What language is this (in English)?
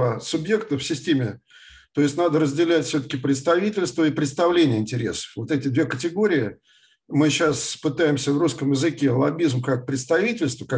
Russian